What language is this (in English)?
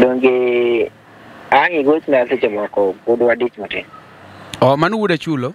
Luo (Kenya and Tanzania)